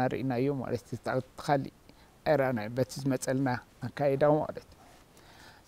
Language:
Tigrinya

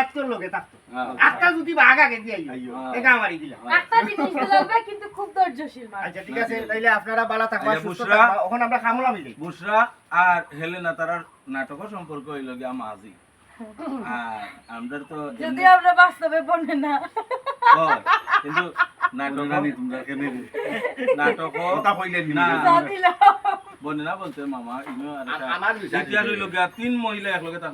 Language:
Sylheti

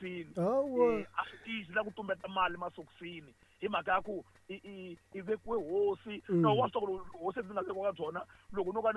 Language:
Tsonga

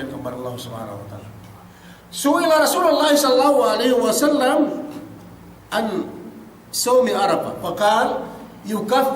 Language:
Yakan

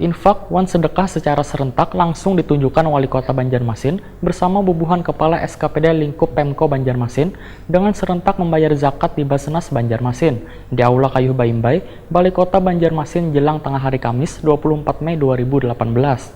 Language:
Banjar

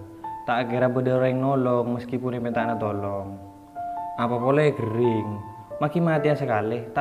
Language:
Madurese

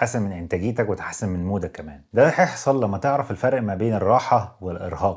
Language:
Egyptian Arabic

